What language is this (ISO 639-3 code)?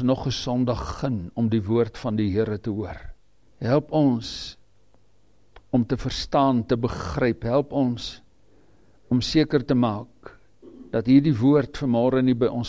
afr